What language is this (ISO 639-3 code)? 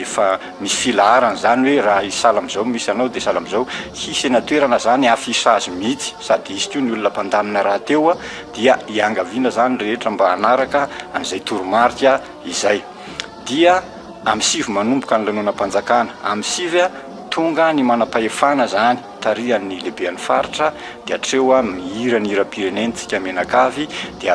mlg